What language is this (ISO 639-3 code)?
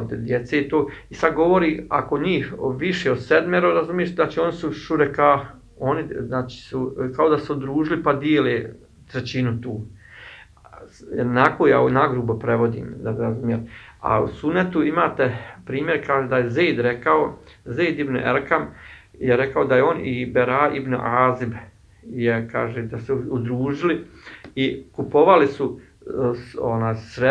bos